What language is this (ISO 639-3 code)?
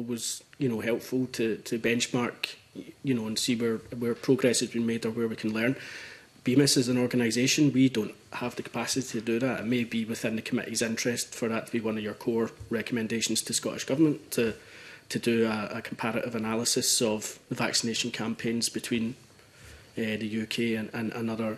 eng